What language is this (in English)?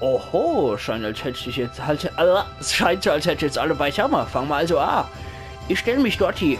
Palatine German